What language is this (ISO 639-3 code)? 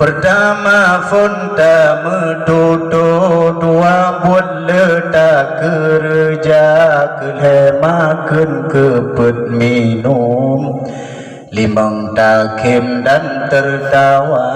ace